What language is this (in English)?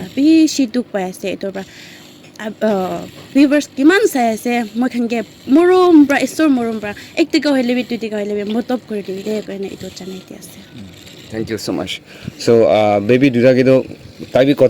Naga Pidgin